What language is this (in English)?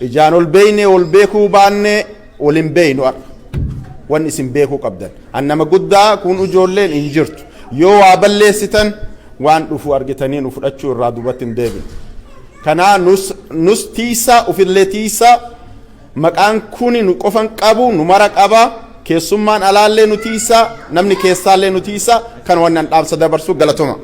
Oromo